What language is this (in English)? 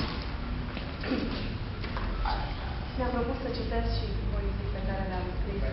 Romanian